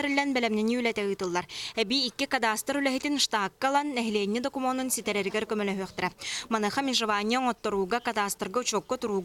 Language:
Yakut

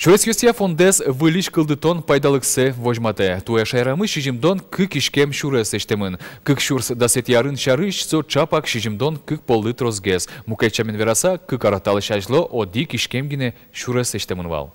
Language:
Udmurt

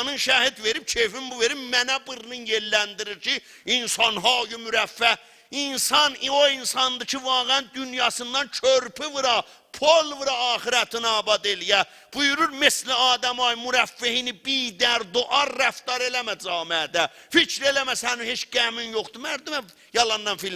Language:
South Azerbaijani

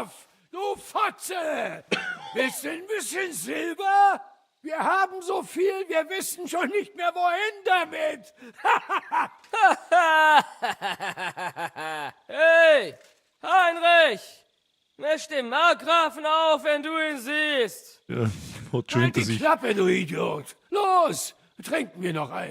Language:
Bavarian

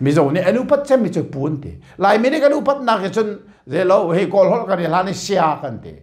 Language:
Hakha Chin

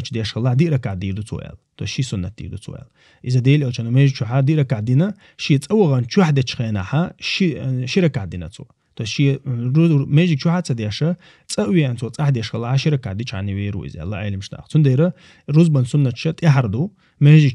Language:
Chechen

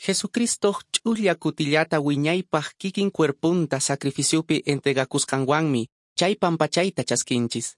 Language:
Quechua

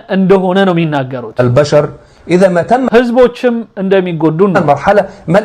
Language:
Amharic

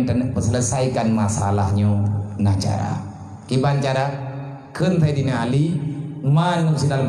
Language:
Achinese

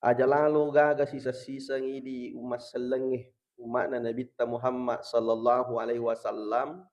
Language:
Buginese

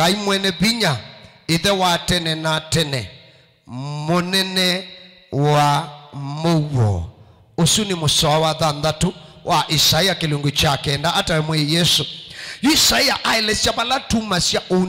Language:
Kamba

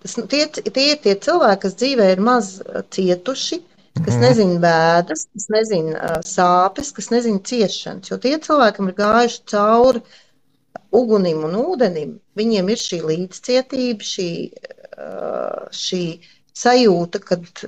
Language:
Latvian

